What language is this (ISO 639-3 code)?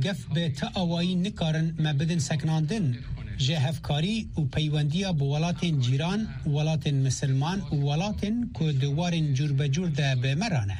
kur